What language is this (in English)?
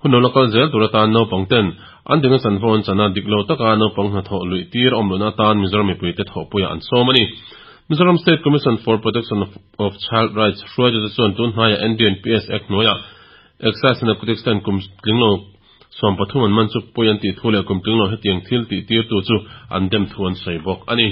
Mizo